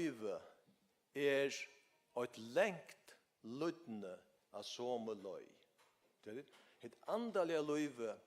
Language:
Faroese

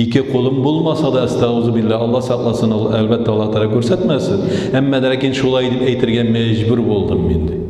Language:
Tatar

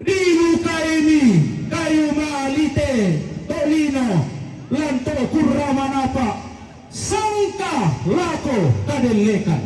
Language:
Toraja-Sa'dan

